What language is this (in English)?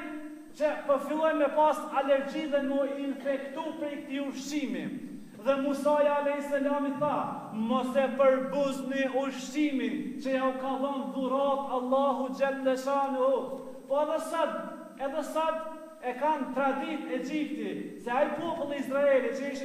Albanian